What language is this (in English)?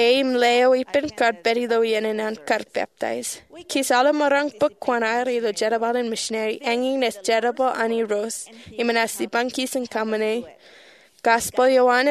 Marshallese